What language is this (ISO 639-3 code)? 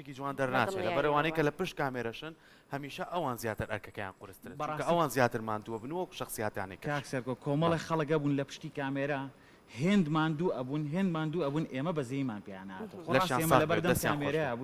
ckb